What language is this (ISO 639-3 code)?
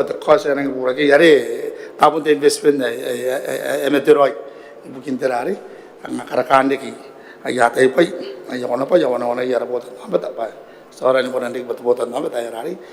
gil